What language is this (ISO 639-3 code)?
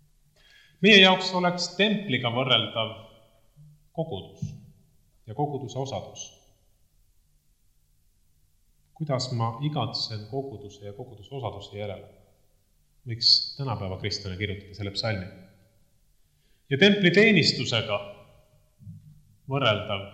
est